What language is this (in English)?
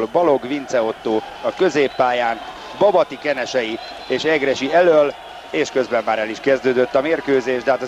Hungarian